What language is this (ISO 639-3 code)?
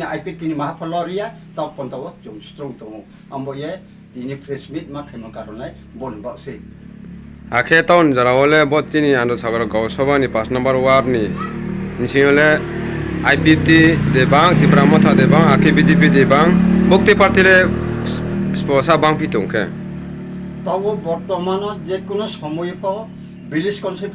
ria